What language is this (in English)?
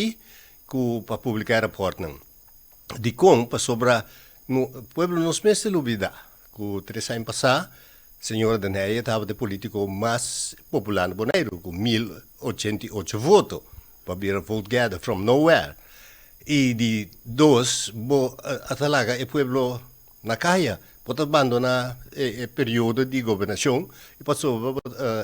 Papiamento